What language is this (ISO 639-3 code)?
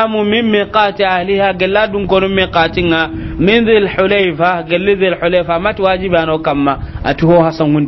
snk